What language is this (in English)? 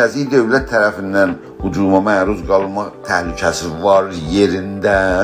South Azerbaijani